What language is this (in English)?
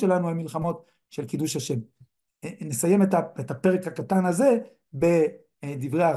Hebrew